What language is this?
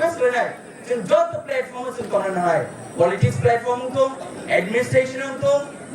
Kok Borok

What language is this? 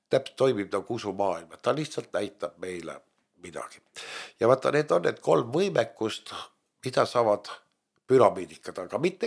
Estonian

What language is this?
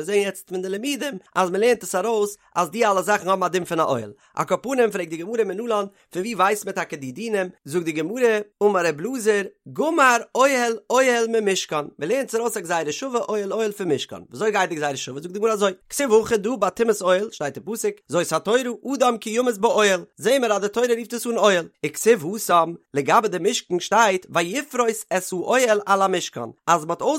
Yiddish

